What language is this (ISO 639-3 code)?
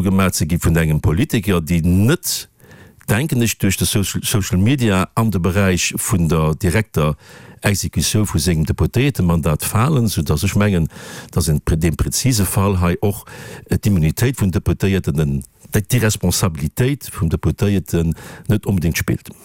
ltz